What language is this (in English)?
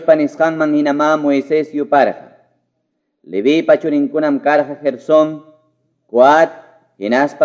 Quechua